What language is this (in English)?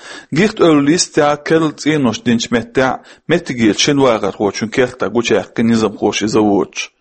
Chechen